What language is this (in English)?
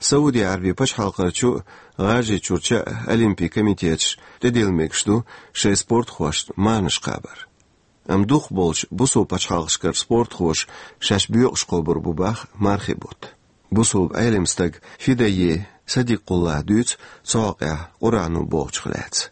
Chechen